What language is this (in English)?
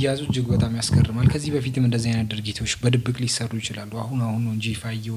Amharic